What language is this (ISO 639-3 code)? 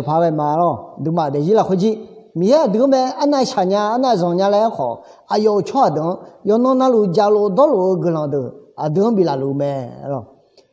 ahk